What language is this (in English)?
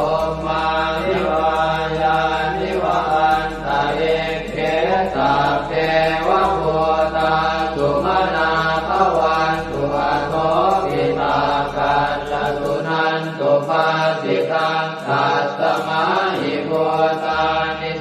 Pali